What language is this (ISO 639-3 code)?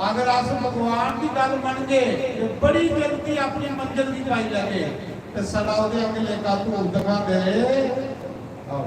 doi